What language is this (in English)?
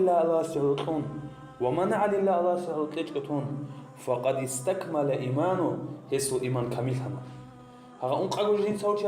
Avaric